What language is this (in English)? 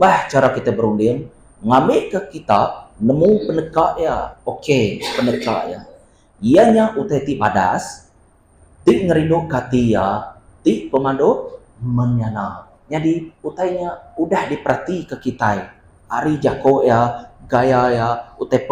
Iban